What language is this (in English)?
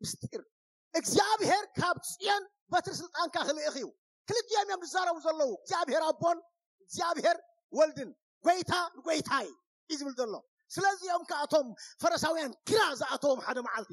Tigrinya